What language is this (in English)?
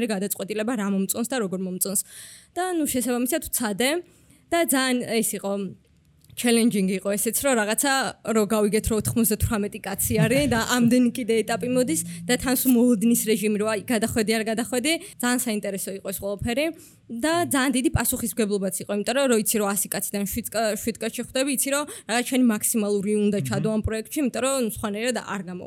Georgian